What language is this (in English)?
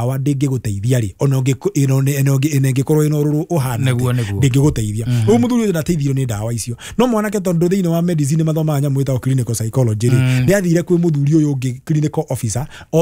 Kikuyu